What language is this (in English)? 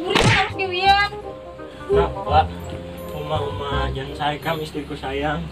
Banjar